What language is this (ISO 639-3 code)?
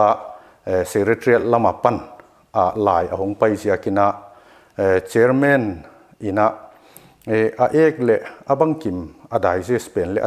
pck